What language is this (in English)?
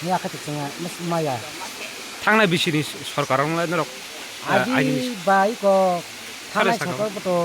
Kok Borok